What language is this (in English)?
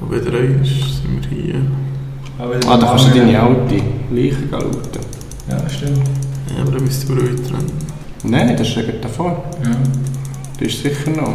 Swiss German